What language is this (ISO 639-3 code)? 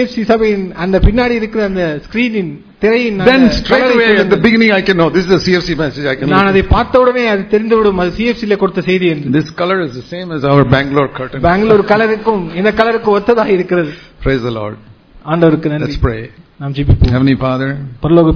tam